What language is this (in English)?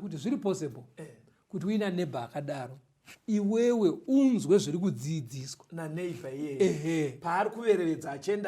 Shona